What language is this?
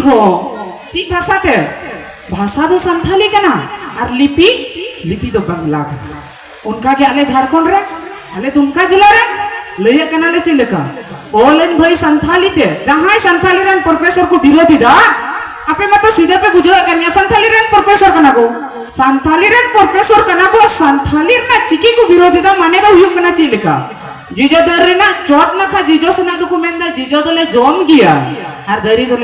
Santali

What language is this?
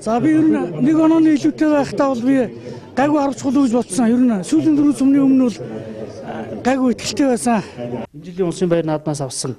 Mongolian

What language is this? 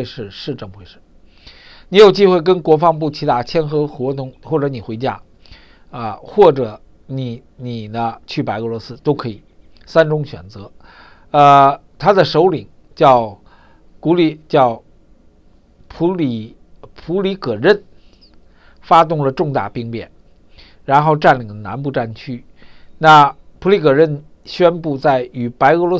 Chinese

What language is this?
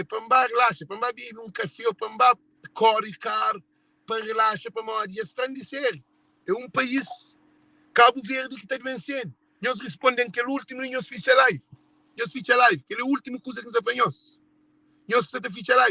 Kabuverdianu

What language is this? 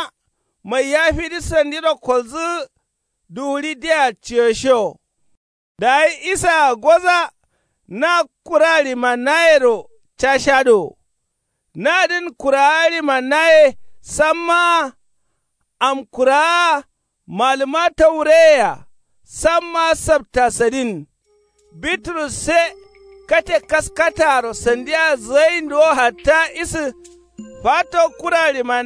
Kanuri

